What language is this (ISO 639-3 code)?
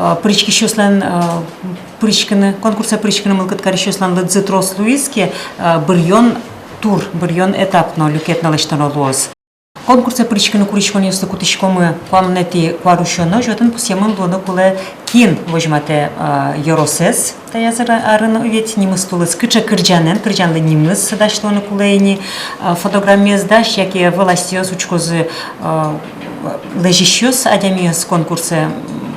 udm